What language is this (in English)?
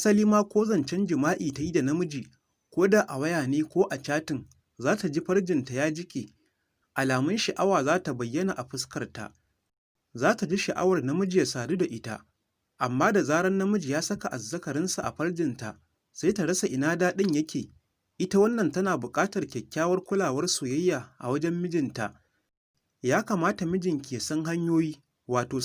Hausa